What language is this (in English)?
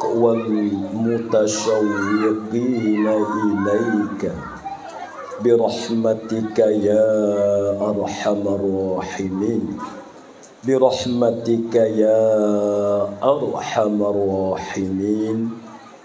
Pattani Malay